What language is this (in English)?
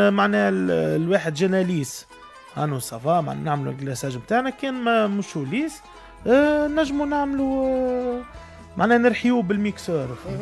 Tunisian Arabic